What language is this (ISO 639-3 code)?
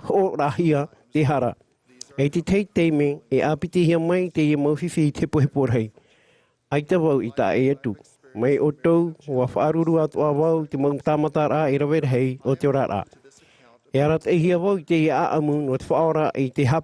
tah